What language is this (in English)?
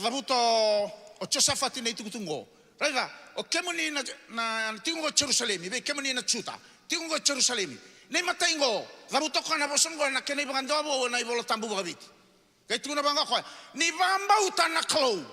Fijian